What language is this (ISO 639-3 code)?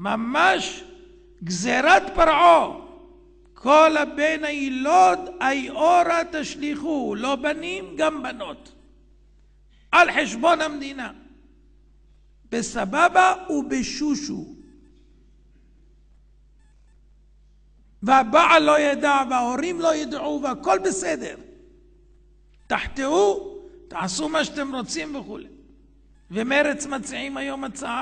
heb